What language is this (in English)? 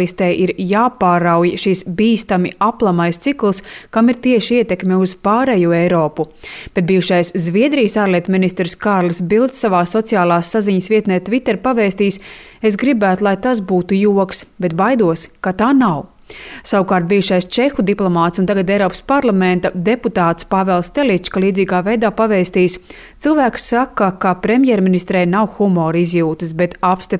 Latvian